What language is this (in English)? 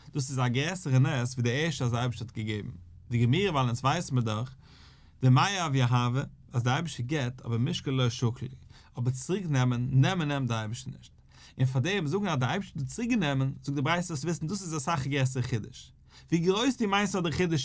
Yiddish